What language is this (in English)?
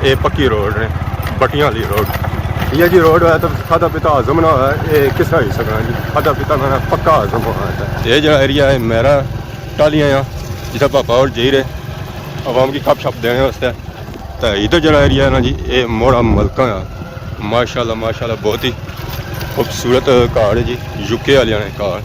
Pahari-Potwari